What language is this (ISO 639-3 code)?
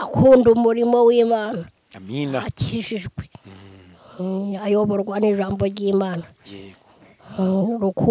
kin